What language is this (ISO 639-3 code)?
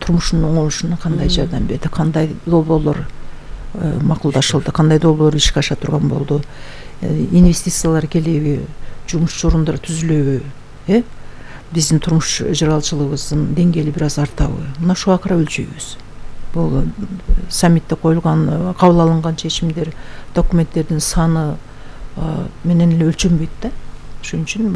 kir